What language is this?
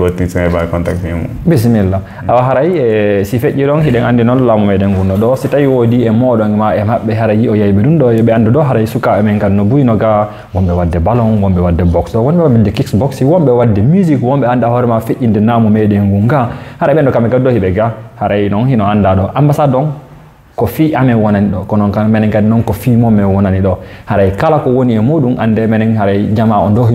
Fula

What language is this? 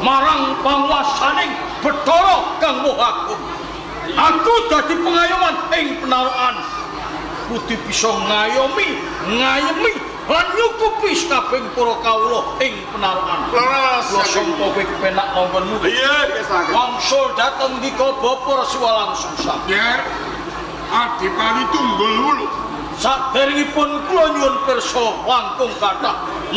Javanese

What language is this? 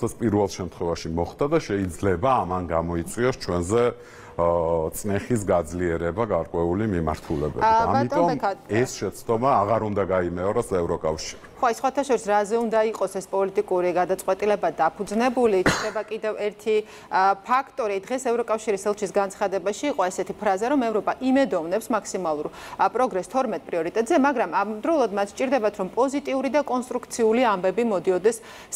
Georgian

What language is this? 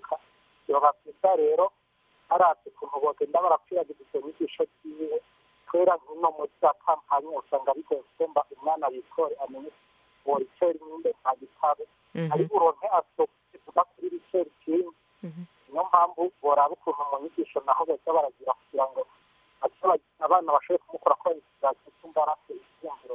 Kinyarwanda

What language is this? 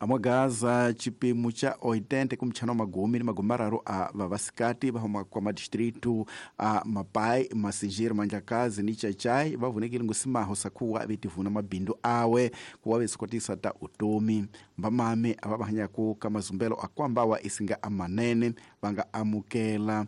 Tsonga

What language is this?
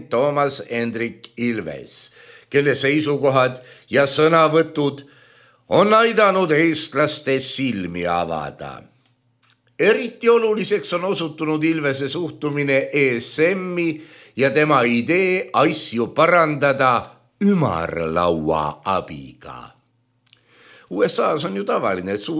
Estonian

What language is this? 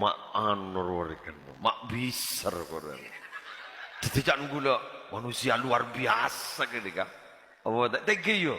Madurese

